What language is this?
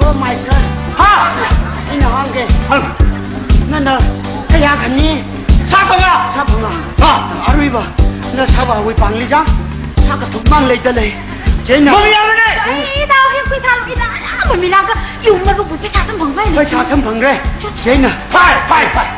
Tangkhul Naga (India)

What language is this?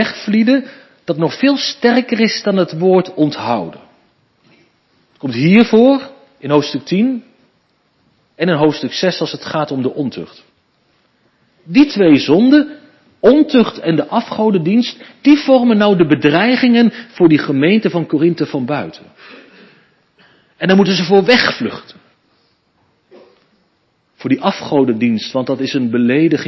Dutch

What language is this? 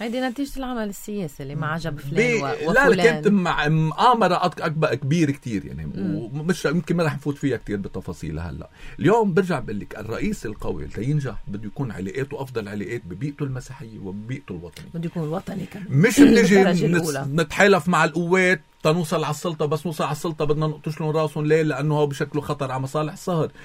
North Levantine Arabic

